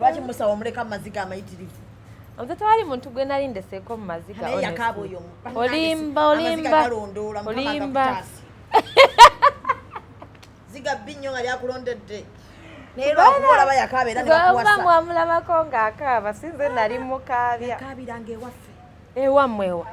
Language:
Ganda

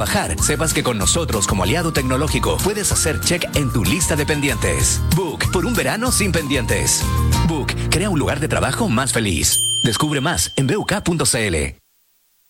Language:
Spanish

